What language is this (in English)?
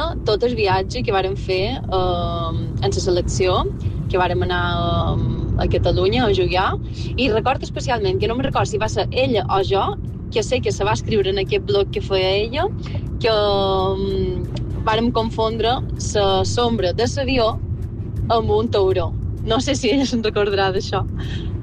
Catalan